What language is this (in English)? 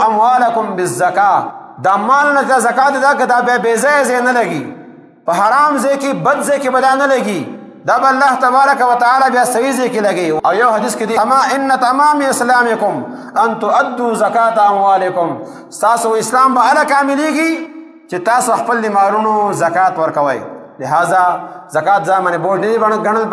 Pashto